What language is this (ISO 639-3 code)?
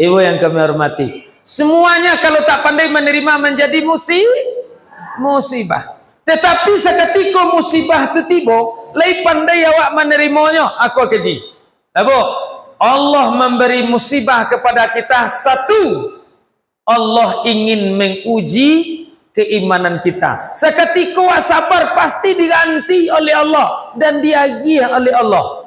min